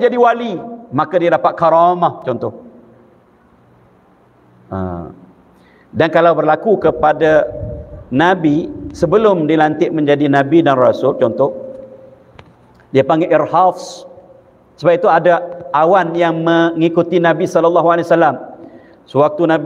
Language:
Malay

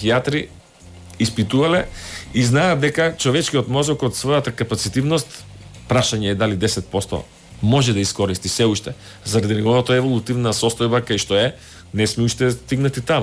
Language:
Macedonian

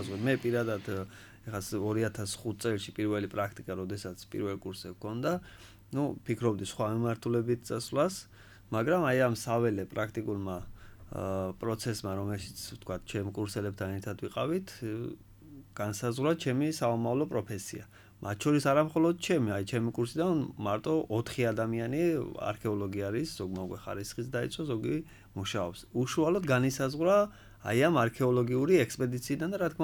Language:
Georgian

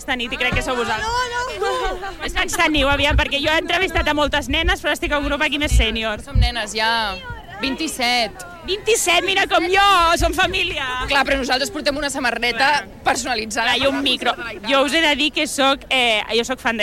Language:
Catalan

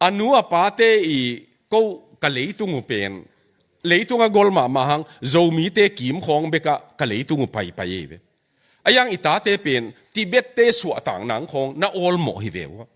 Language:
Tedim Chin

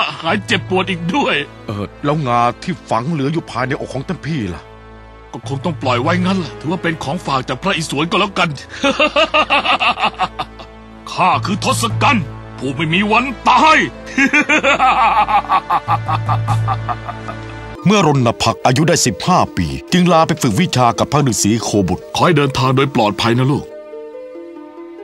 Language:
Thai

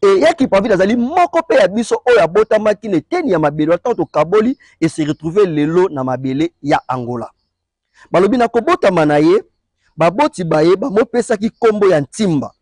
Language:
Lingala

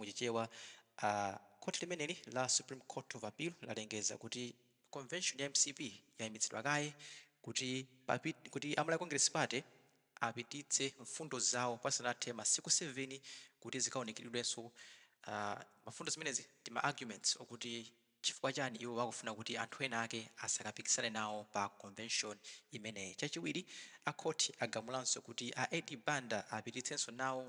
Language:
Nyanja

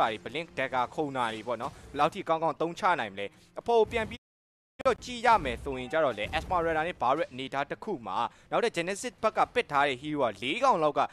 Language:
Burmese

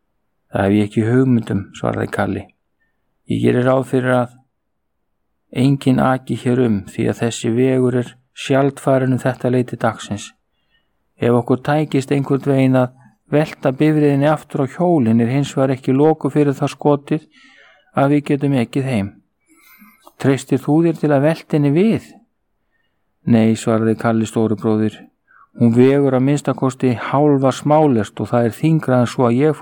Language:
Icelandic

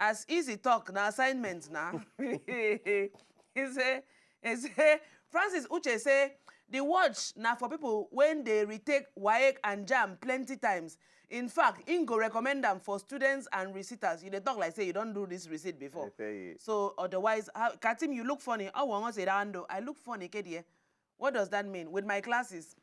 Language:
Nigerian Pidgin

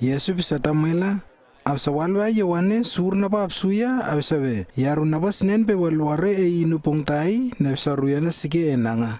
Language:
Lewo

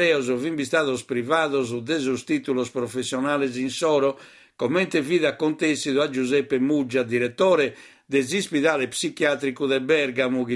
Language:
Sardinian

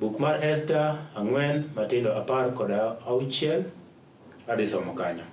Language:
Luo (Kenya and Tanzania)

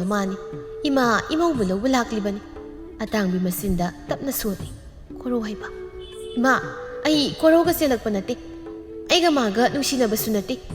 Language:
Manipuri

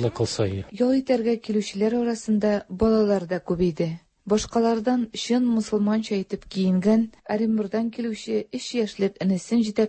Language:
Tatar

